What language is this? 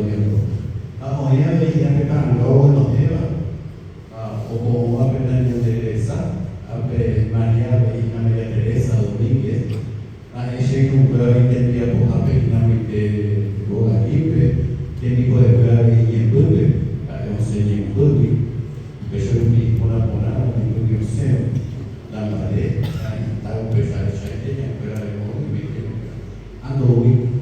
Guarani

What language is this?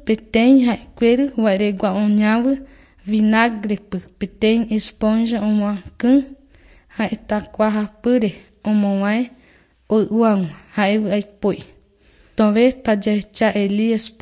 Guarani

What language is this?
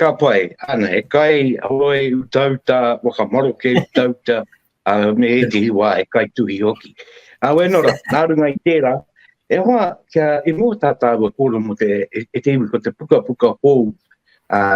Māori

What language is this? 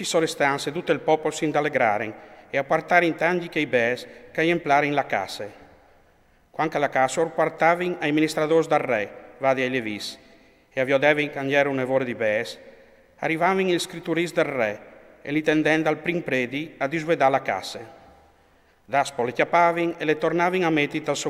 Friulian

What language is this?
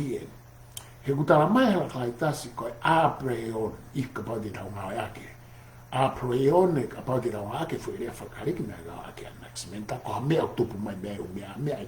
Tongan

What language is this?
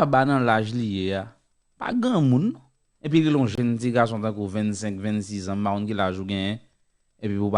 Haitian Creole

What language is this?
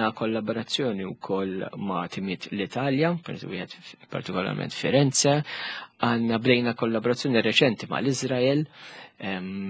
Maltese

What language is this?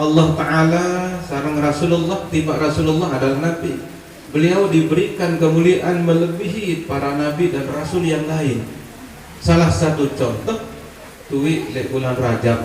Sasak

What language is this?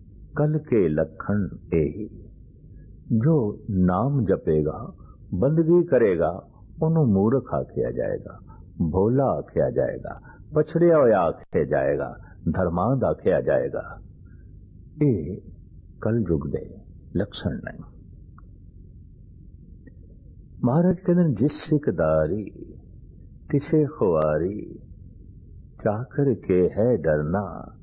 Punjabi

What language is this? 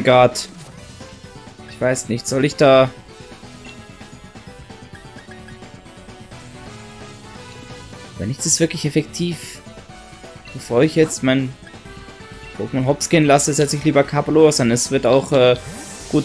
German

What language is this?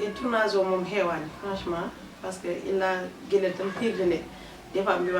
Fula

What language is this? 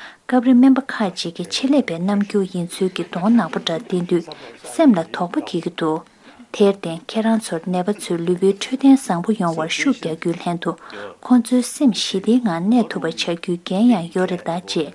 Tibetan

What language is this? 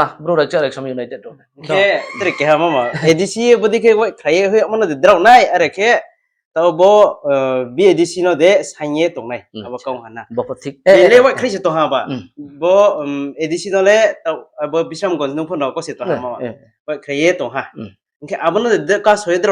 Riang (India)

